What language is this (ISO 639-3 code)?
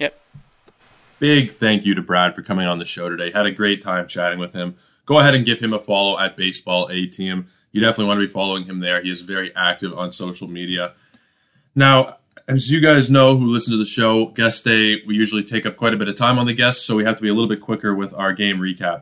eng